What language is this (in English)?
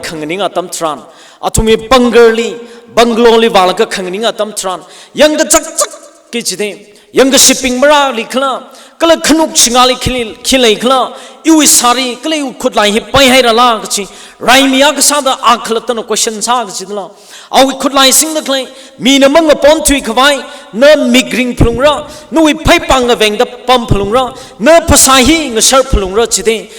Tangkhul Naga (India)